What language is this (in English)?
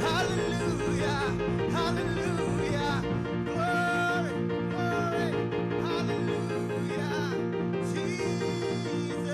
Marshallese